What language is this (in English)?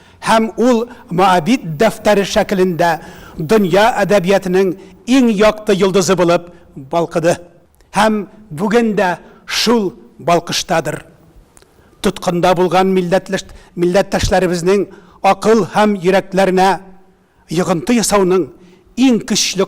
Tatar